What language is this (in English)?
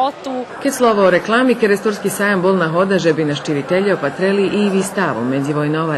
Rusyn